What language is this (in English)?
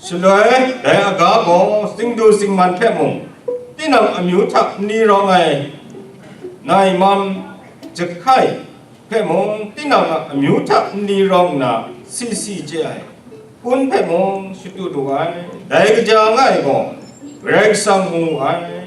Kachin